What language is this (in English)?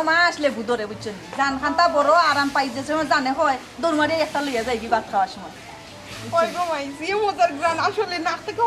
Sylheti